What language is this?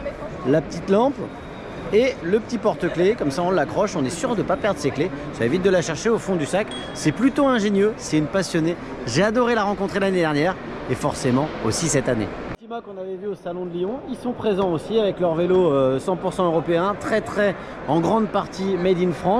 French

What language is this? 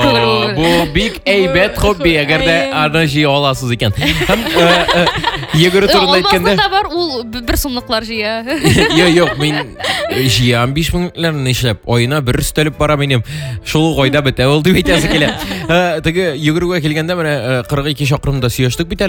Tatar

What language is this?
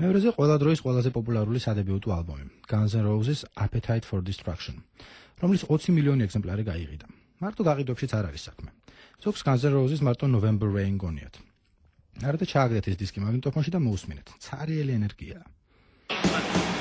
Georgian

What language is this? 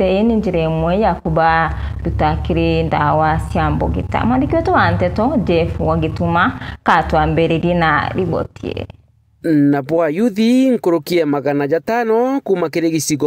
Meru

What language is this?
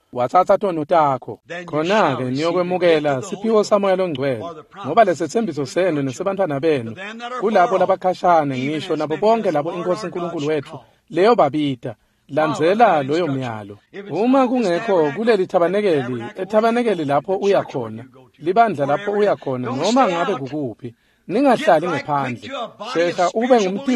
Swati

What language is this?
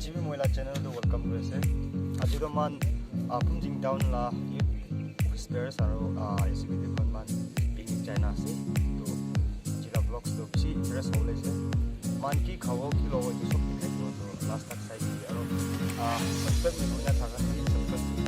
Naga Pidgin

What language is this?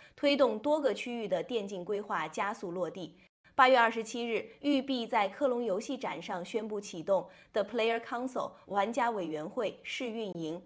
Chinese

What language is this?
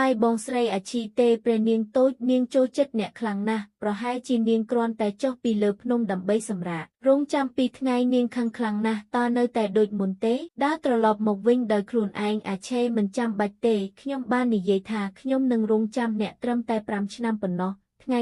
Khmer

